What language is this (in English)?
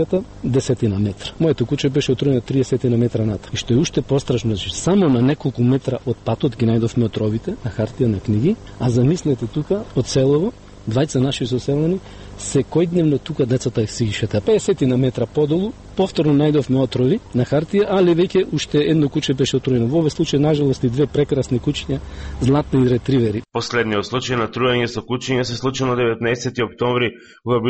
Macedonian